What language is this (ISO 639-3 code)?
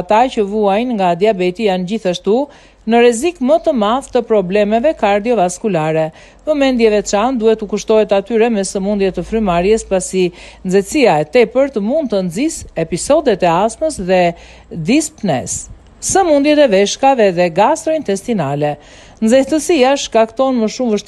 sqi